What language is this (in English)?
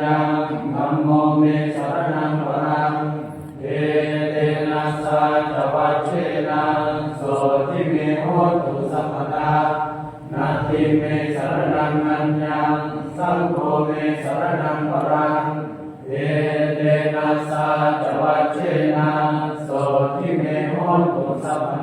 Pali